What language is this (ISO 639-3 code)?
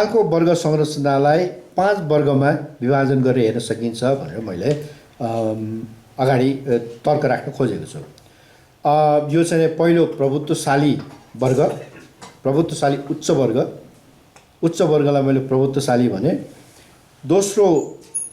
nep